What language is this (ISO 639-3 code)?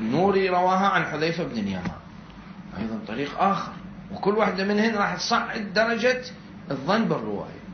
acm